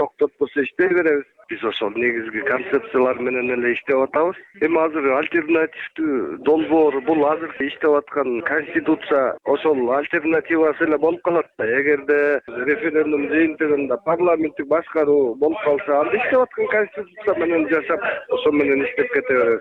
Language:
Kyrgyz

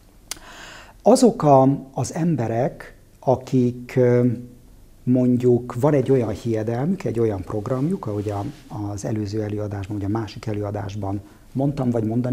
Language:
Hungarian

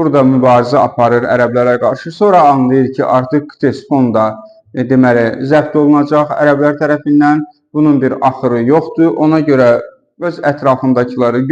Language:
Azerbaijani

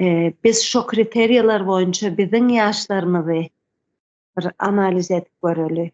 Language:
Turkmen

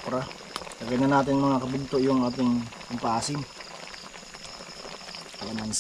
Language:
Filipino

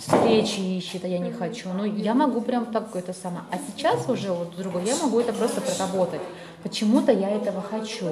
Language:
Russian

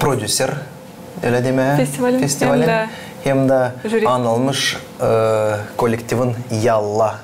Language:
Gagauz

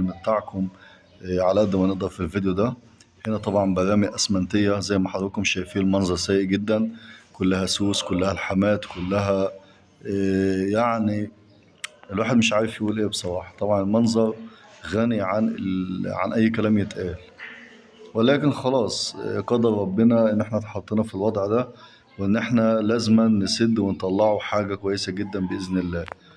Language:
Egyptian Arabic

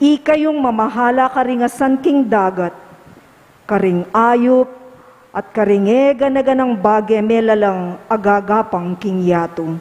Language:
Pampanga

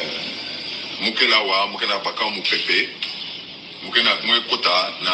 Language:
Kituba (Congo)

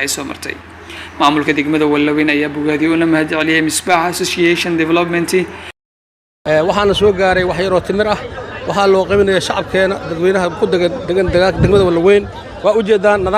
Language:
Somali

